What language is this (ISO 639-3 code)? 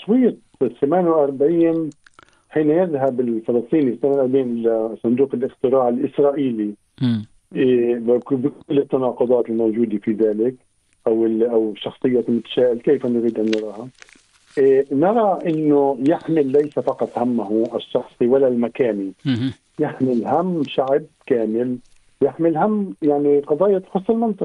ara